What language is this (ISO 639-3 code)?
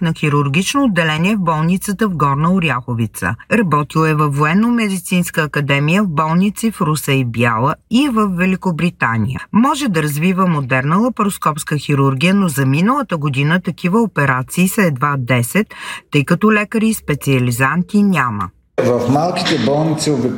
bul